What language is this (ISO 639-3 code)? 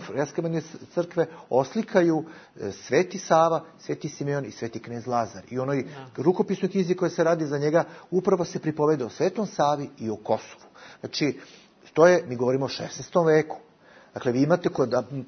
bos